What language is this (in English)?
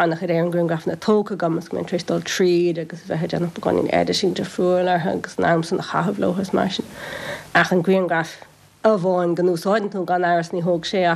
Irish